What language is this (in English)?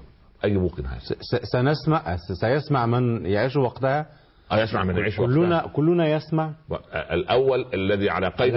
Arabic